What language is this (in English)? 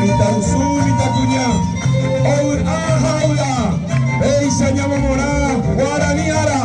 Guarani